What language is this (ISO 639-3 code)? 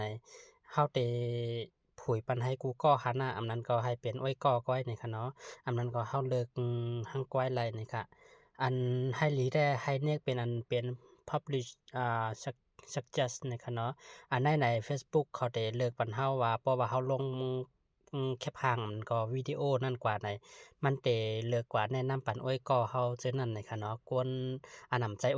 shn